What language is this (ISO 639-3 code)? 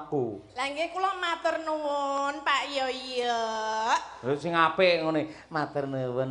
jav